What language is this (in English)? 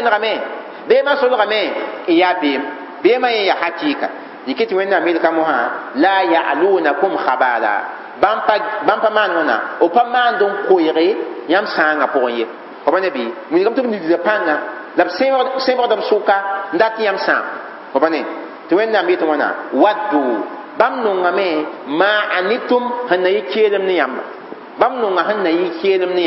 Mossi